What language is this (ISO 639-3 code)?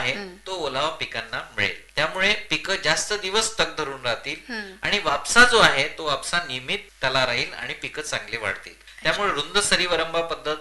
mar